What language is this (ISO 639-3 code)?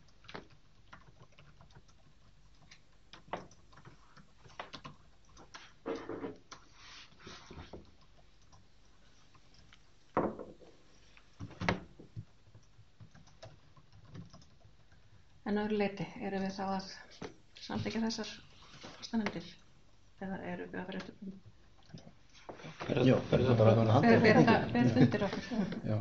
isl